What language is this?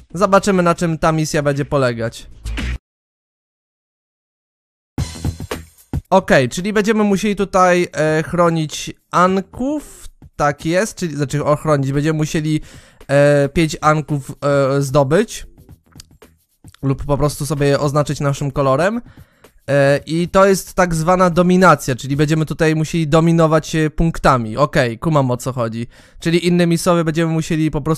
Polish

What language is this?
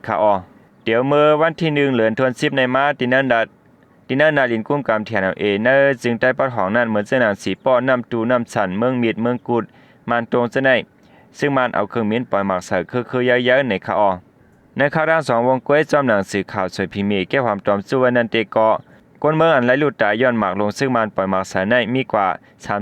Shan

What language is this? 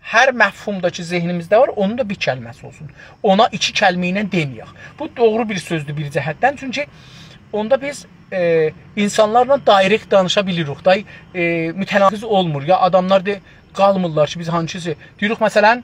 South Azerbaijani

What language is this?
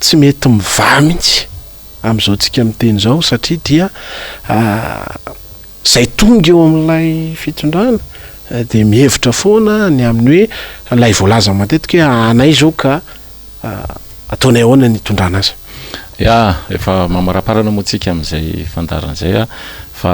Malagasy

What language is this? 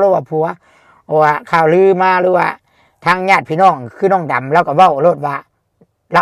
Lao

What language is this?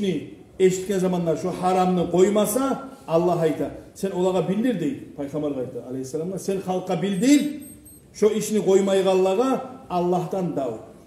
Kumyk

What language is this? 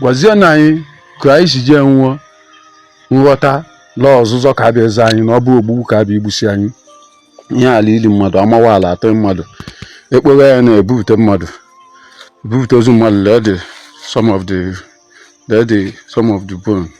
Igbo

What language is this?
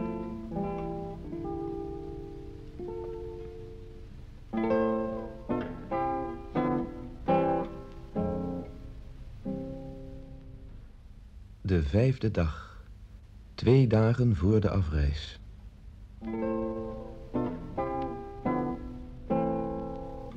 Dutch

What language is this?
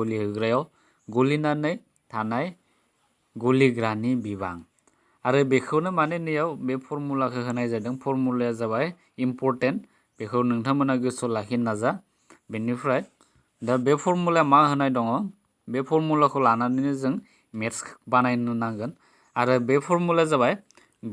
Bodo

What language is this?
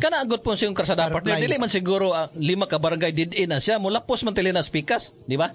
Cebuano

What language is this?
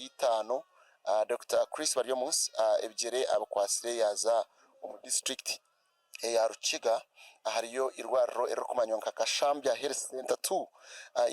Nyankole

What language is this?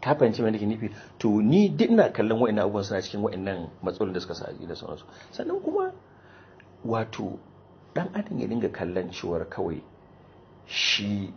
Hausa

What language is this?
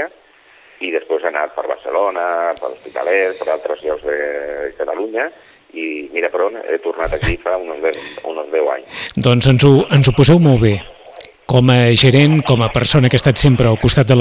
Catalan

